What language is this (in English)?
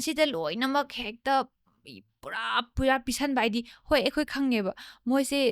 Manipuri